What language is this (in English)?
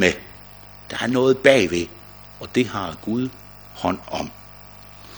Danish